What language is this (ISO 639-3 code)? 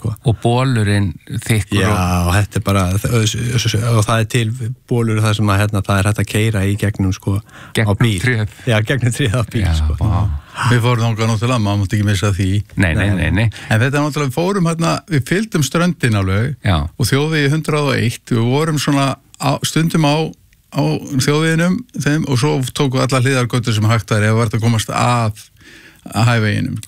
isl